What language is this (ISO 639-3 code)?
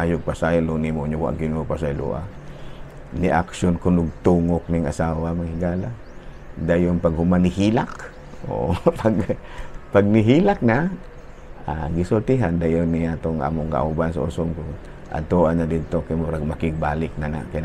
ceb